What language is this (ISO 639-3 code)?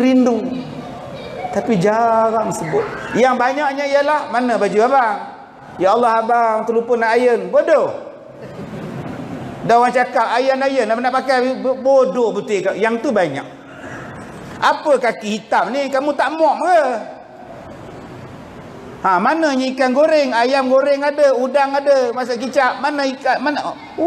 msa